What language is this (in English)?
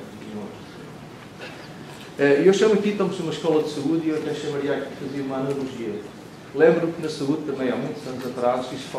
Portuguese